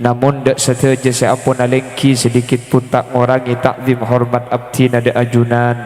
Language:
Madurese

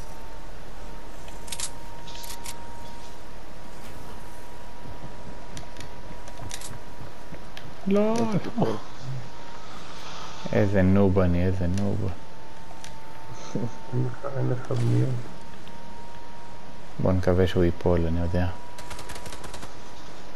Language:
Hebrew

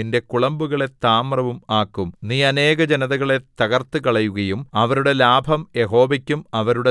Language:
Malayalam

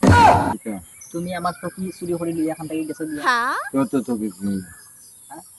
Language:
Sylheti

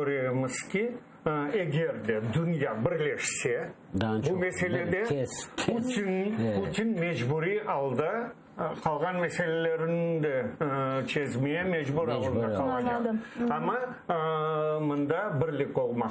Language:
Crimean Tatar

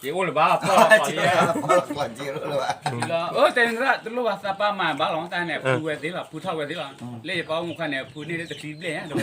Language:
S'gaw Karen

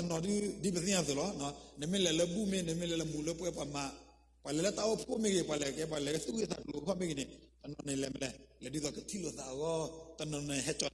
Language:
S'gaw Karen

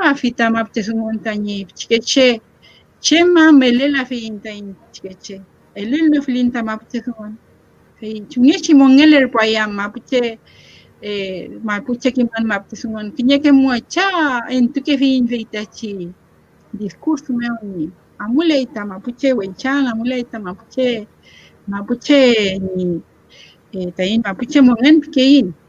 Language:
Mapuche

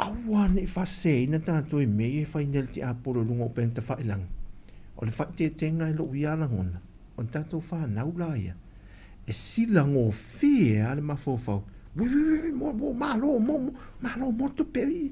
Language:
Samoan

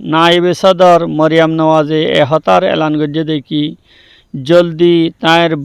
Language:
Rohingya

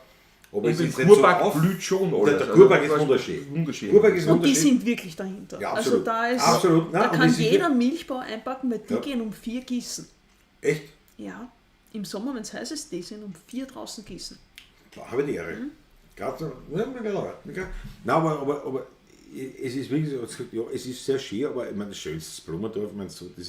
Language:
Bavarian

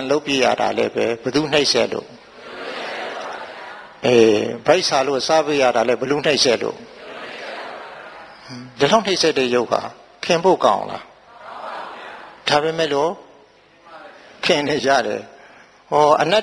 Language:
Burmese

